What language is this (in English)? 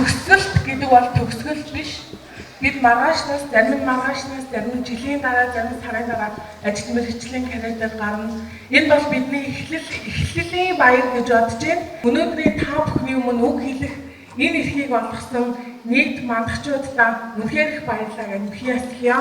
Mongolian